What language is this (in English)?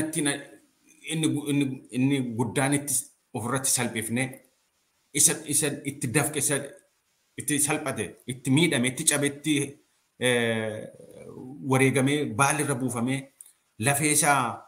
Oromo